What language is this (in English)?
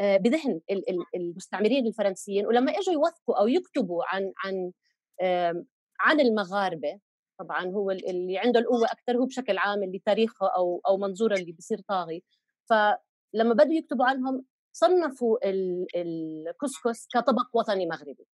North Levantine Arabic